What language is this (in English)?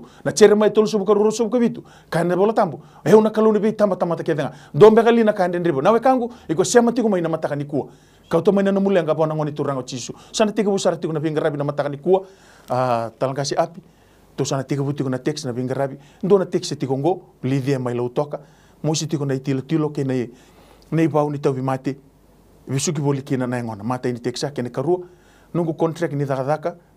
Fijian